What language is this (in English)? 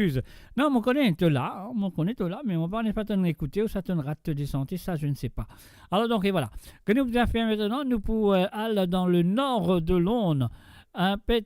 Morisyen